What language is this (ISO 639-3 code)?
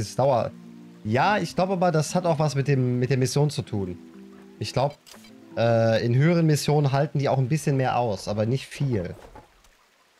deu